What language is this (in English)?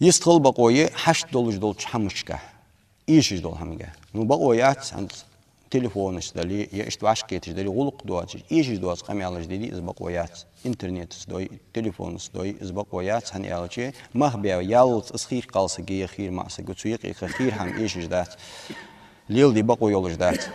Ingush